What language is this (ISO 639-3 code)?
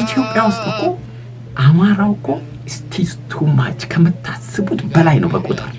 amh